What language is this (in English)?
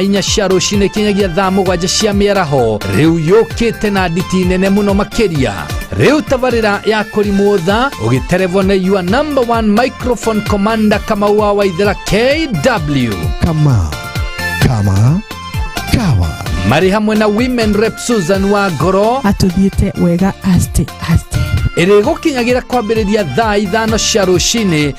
Kikuyu